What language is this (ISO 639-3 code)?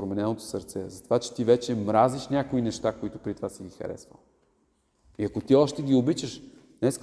bul